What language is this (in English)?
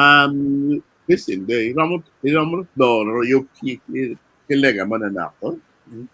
Acoli